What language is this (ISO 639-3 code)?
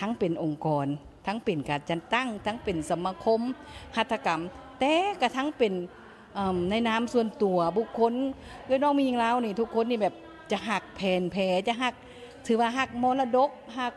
lao